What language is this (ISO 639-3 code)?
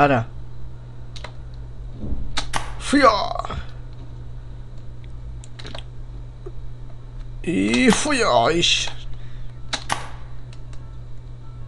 cat